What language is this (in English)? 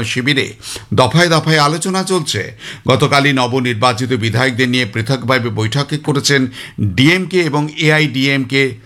Bangla